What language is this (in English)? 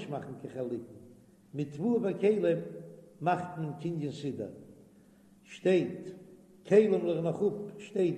Yiddish